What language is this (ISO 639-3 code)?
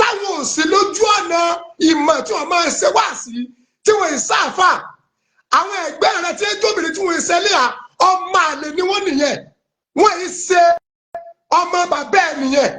yor